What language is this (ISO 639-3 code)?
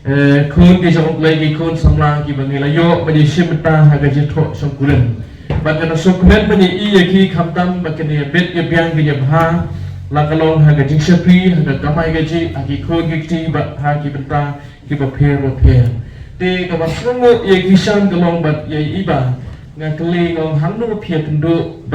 kha